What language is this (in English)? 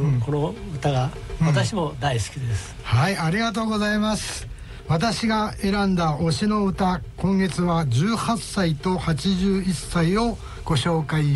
Japanese